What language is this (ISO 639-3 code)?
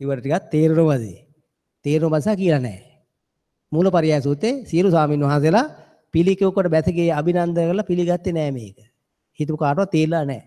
sin